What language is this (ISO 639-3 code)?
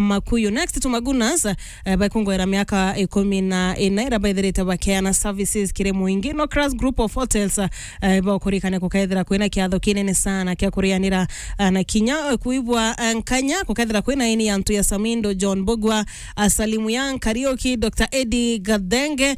mer